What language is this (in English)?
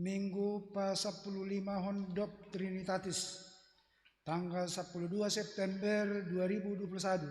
Batak Simalungun